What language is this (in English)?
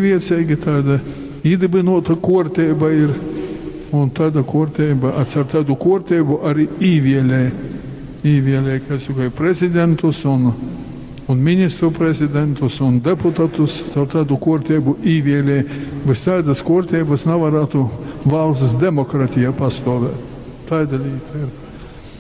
Latgalian